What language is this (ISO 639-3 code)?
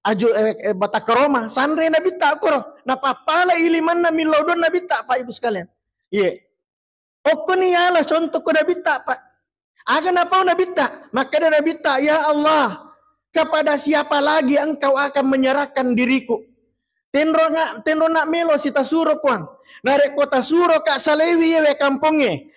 bug